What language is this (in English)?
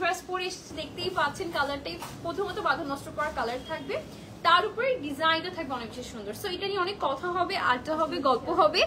Bangla